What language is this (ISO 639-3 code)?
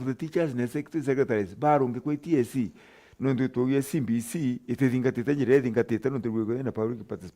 mer